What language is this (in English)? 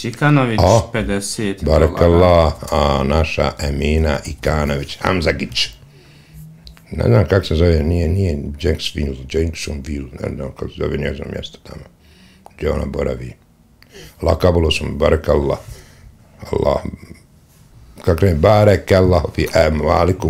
Bosnian